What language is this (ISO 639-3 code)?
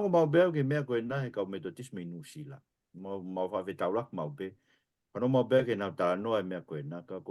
ton